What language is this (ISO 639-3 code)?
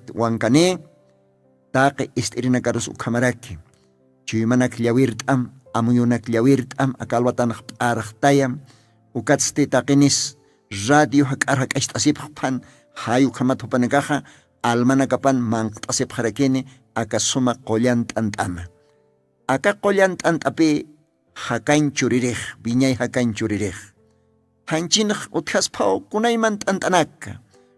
aym